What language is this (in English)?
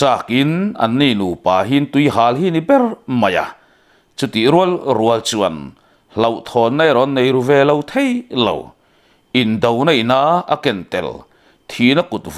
Mizo